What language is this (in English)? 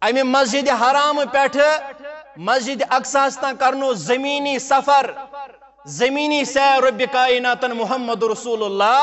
Kashmiri